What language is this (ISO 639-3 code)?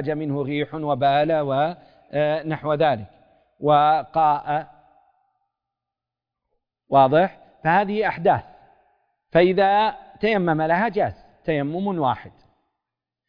ara